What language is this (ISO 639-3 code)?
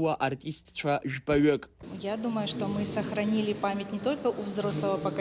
abk